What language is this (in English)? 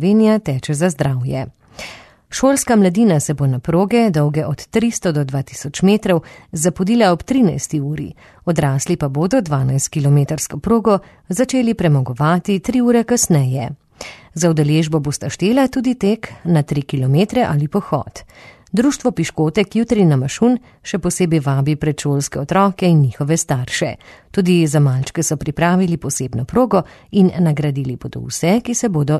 Slovenian